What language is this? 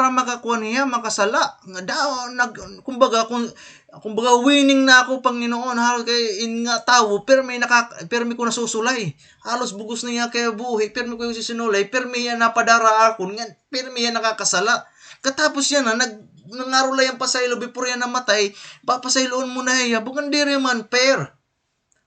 Waray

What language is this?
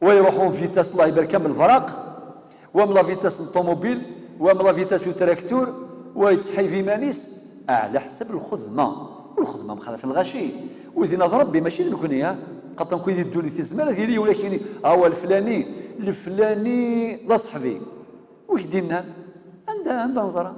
Kabyle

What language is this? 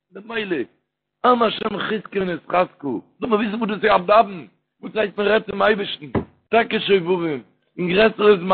Yiddish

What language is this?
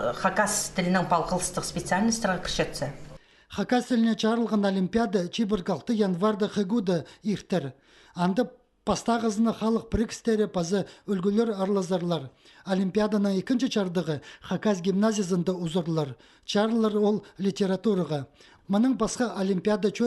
Khakas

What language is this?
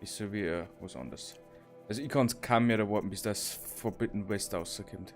Bavarian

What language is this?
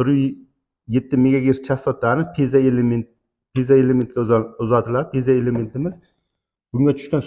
Uzbek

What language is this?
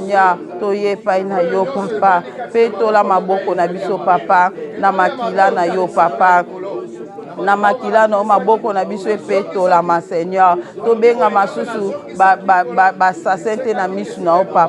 Lingala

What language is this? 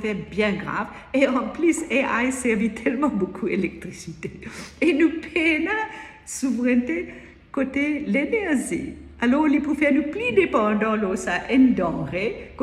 Morisyen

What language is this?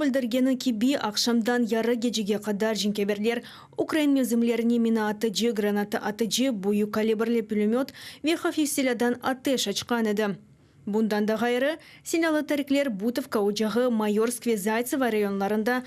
Crimean Tatar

